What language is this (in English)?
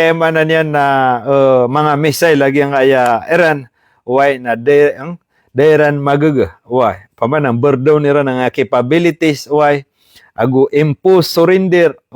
Maranao